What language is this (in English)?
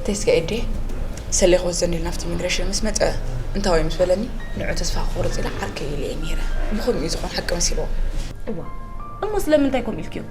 Tigrinya